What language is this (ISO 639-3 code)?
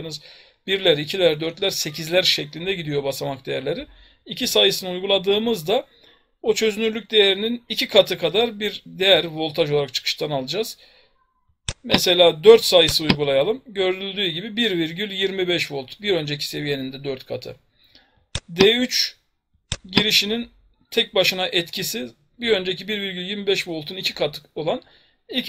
tur